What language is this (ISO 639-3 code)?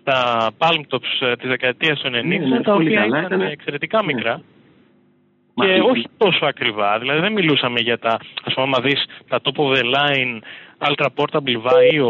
ell